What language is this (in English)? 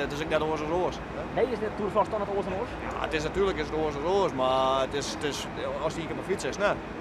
Western Frisian